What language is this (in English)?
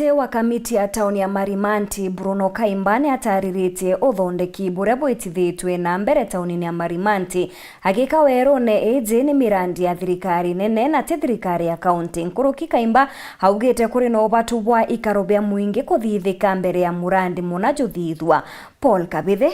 Meru